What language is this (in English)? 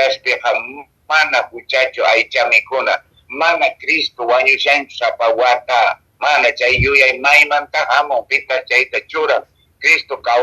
Quechua